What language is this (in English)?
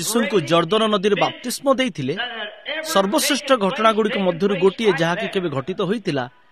Odia